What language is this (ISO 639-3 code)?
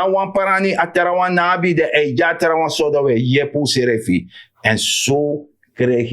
srn